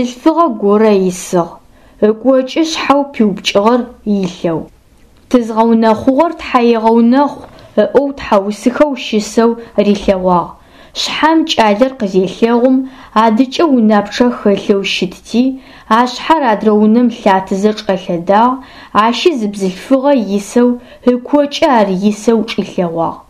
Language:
Adyghe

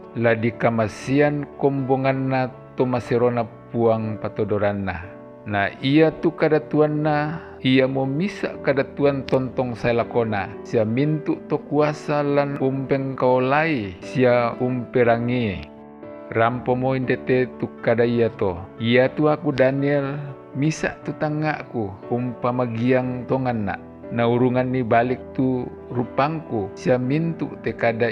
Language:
Toraja-Sa'dan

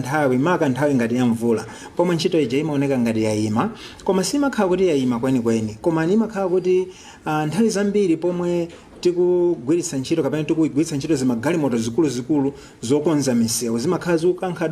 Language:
Nyanja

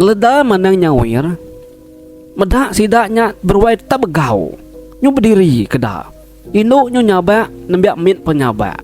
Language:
Iban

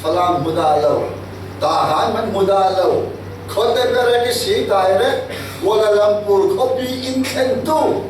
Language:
Falam Chin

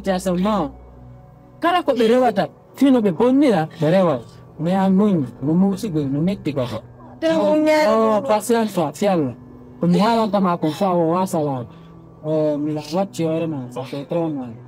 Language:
Pular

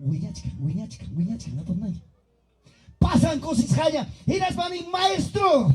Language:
Ayacucho Quechua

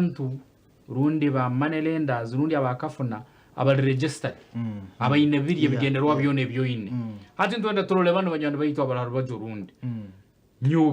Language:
Nyankole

